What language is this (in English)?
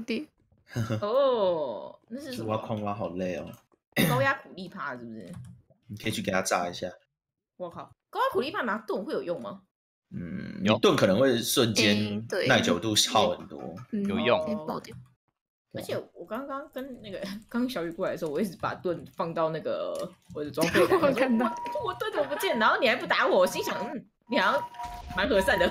Chinese